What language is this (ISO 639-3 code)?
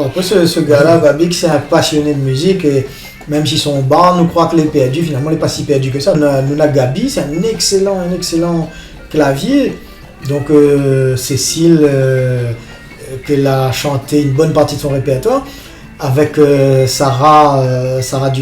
rcf